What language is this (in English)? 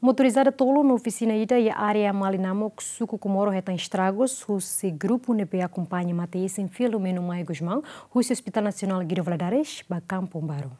Tetum